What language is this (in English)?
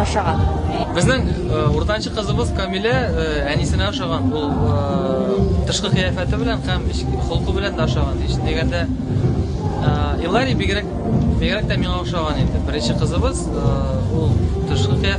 Tatar